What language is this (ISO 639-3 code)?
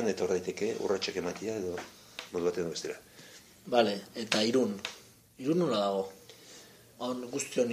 eus